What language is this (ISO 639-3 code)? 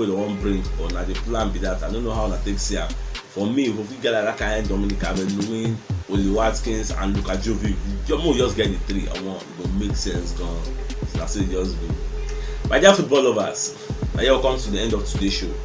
pcm